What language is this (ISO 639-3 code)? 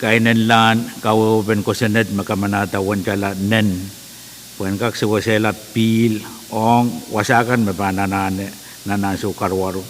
pon